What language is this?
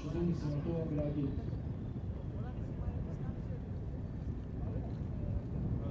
Hebrew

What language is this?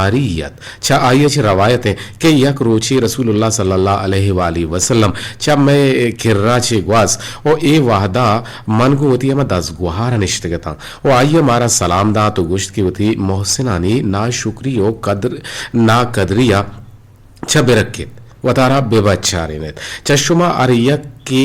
Eastern Balochi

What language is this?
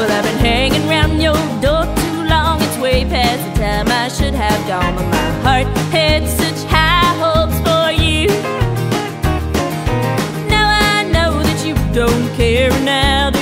English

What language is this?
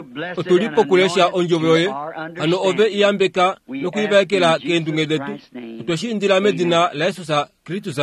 Kuanyama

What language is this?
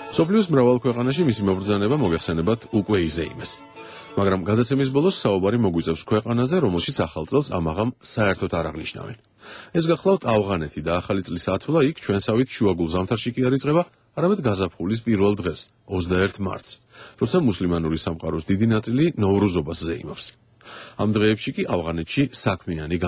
Georgian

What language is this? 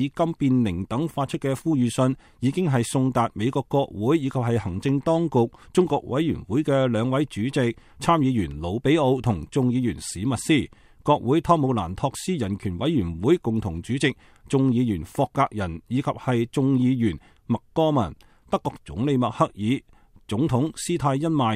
Cantonese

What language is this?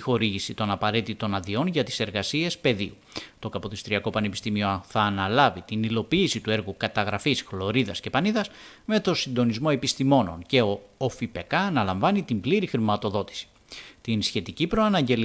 Greek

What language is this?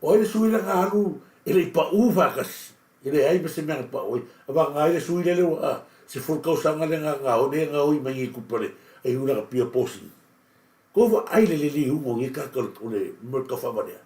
Samoan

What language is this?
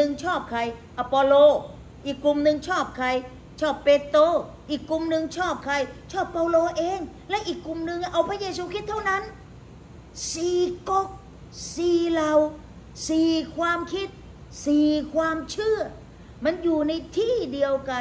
Thai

